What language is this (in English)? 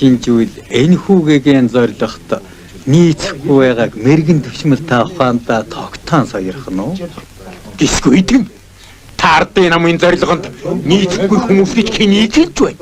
Mongolian